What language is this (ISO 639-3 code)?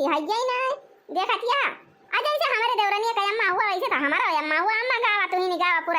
awa